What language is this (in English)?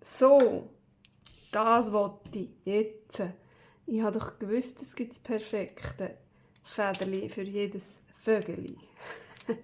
Swiss German